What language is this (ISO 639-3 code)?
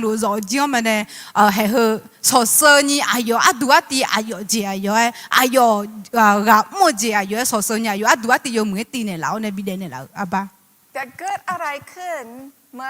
ahk